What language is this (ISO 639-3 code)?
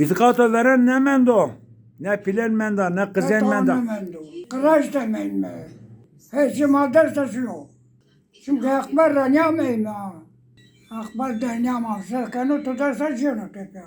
zza